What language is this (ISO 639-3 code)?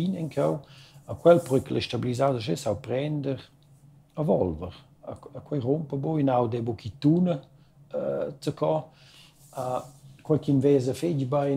roh